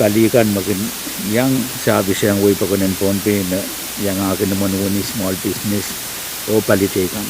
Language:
Pohnpeian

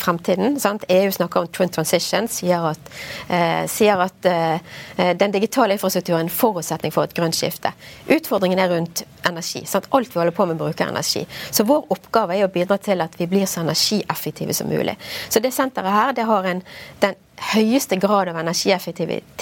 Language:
Norwegian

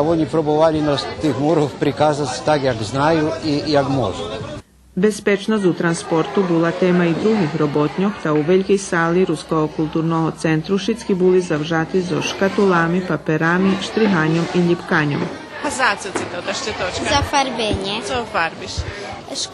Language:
Rusyn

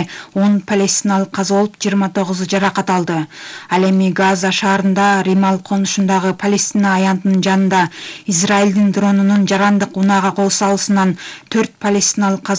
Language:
Kyrgyz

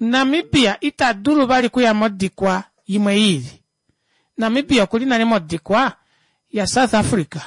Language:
Kuanyama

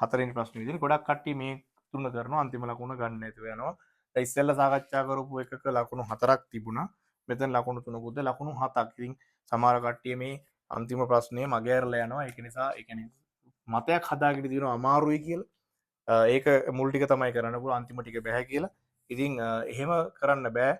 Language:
Sinhala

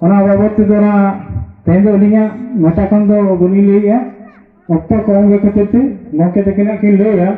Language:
Santali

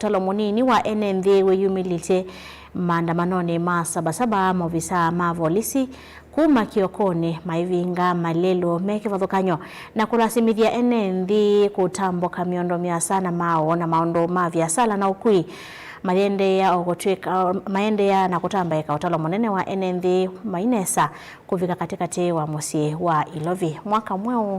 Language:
Kamba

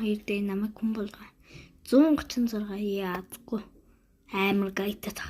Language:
Mongolian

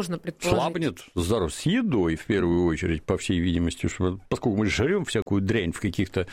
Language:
Russian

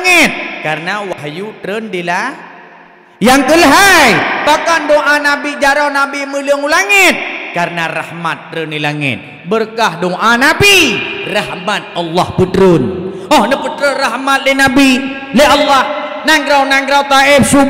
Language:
Achinese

